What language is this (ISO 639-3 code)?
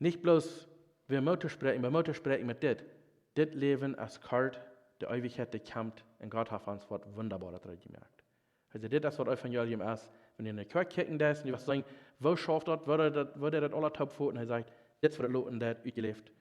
pdt